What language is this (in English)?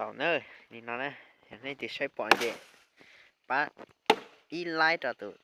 Hmong